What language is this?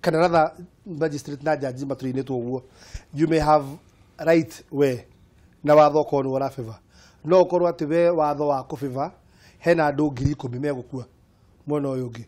Kikuyu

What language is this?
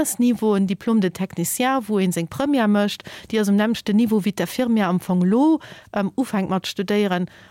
Luxembourgish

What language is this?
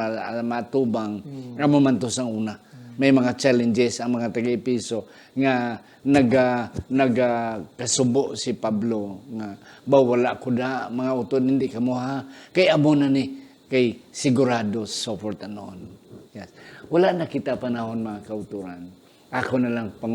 Hiligaynon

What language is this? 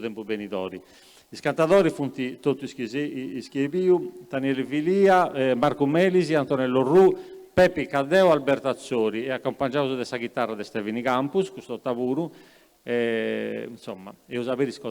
Sardinian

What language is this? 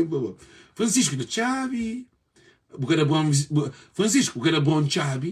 Kabuverdianu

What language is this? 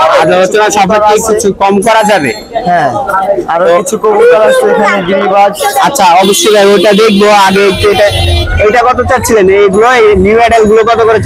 Bangla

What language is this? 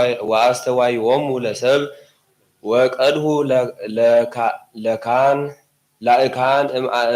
Geez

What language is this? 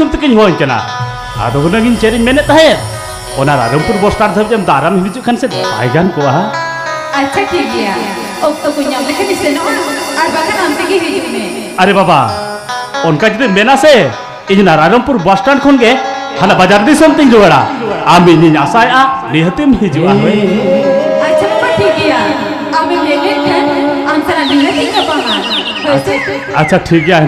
Santali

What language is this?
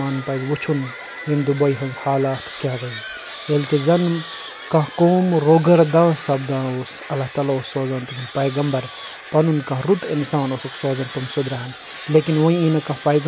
Kashmiri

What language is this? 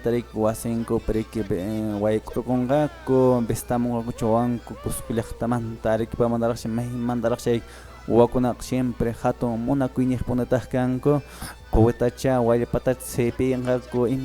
Quechua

